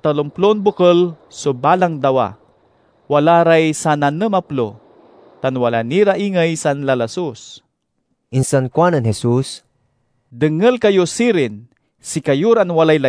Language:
Pangasinan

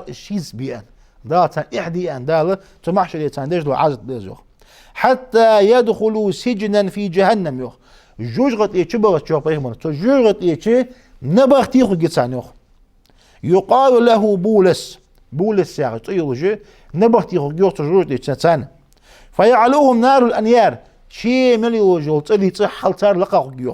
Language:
Ingush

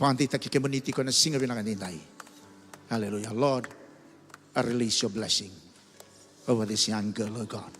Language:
Fijian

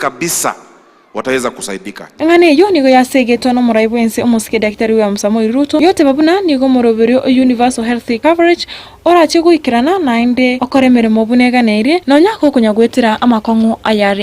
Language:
Gusii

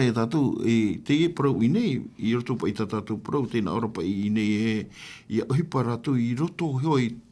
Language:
Tahitian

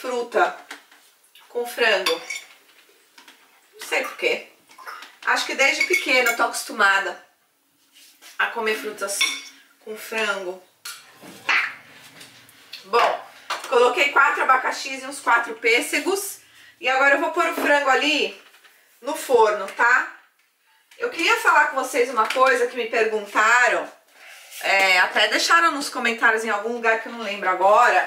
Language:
Portuguese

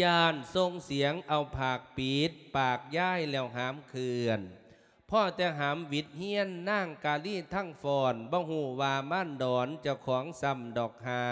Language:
Lao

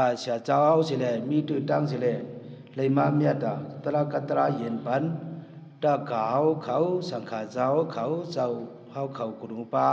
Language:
Shan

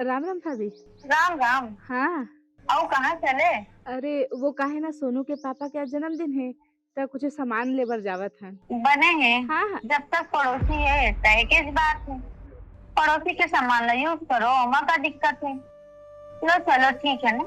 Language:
Chhattisgarhi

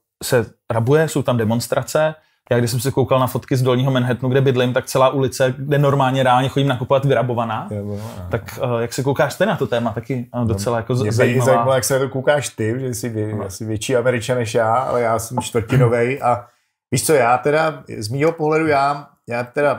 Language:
Czech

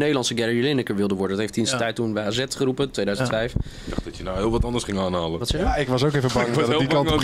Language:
Dutch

